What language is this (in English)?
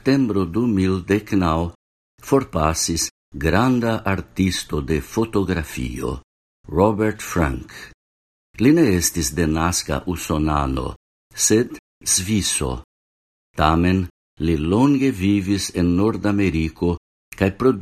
Esperanto